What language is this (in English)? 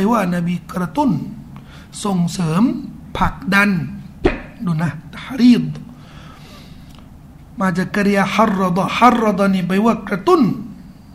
Thai